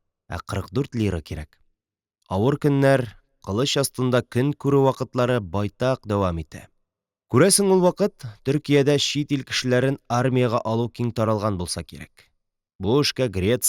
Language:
Tatar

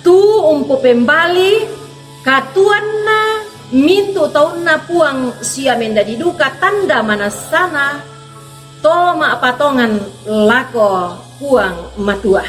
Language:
Toraja-Sa'dan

